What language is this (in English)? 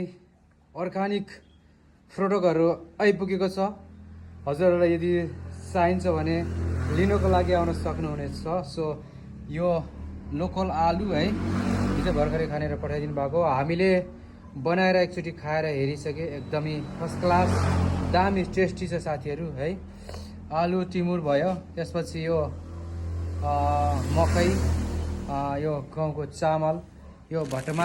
Nepali